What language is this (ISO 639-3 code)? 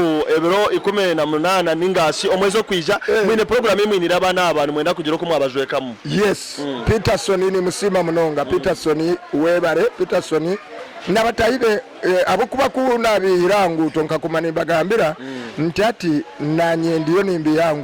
nyn